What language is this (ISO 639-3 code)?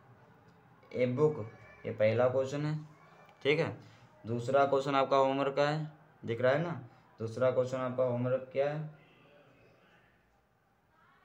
hin